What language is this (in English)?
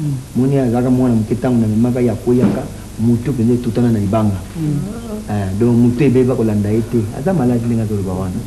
Lingala